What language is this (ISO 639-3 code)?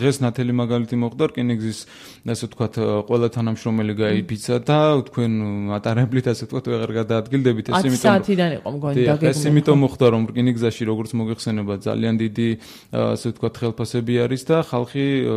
kat